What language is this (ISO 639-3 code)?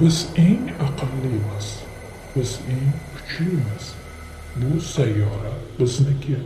uzb